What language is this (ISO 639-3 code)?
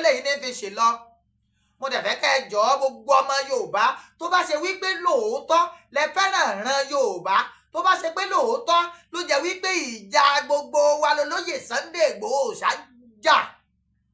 yor